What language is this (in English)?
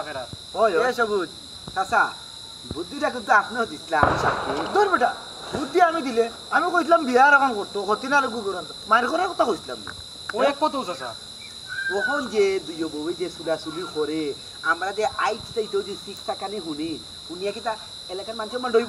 Sylheti